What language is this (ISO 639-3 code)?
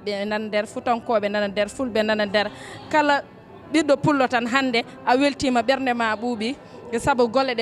ful